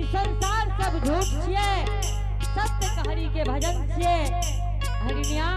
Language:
Angika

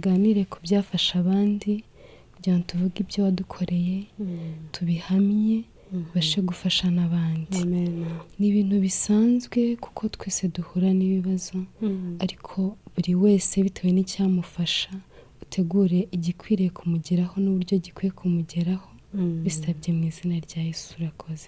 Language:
Kinyarwanda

